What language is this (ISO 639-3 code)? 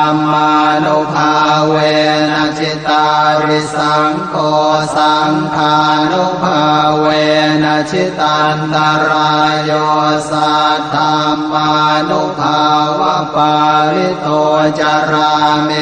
pli